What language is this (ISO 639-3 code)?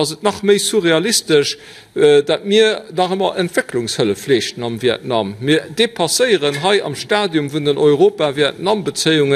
ltz